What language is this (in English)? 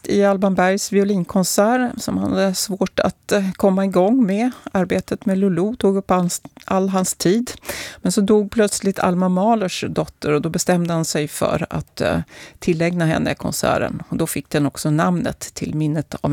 Swedish